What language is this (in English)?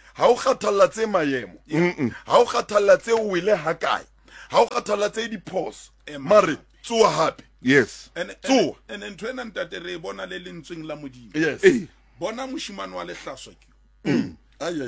Southern Sotho